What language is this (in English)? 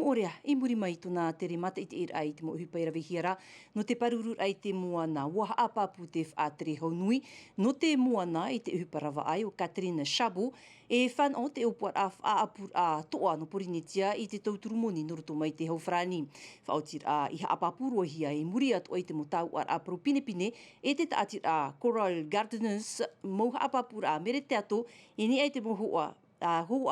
Tahitian